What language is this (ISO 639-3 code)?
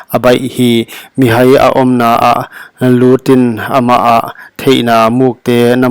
pck